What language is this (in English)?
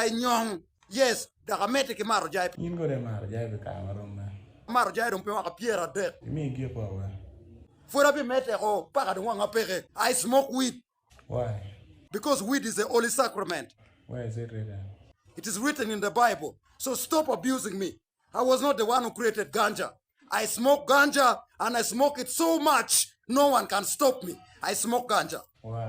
Acoli